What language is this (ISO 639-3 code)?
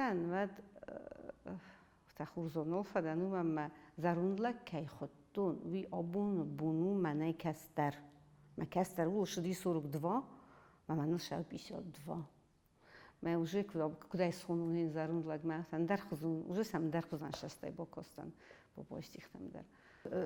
oss